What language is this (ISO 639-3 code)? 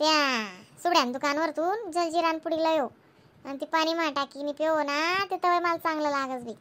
khn